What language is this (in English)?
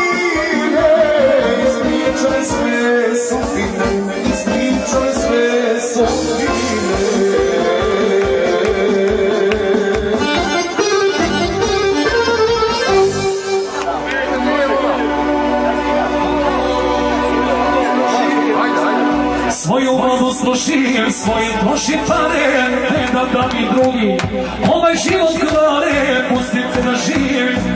Serbian